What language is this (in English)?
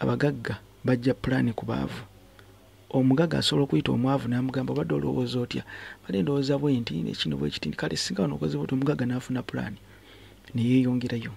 Ganda